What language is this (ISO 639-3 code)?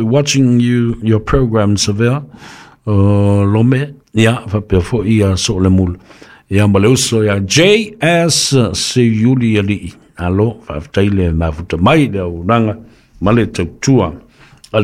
smo